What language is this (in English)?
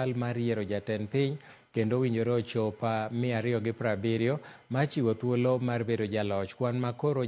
Luo (Kenya and Tanzania)